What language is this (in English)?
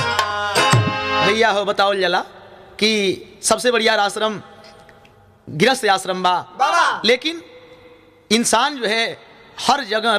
Bhojpuri